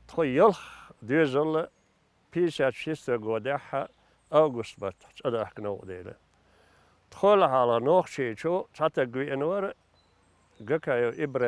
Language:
Chechen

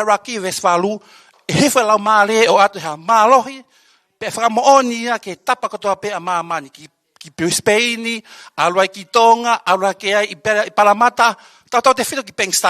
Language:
Tongan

